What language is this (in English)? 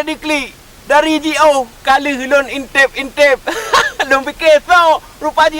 Achinese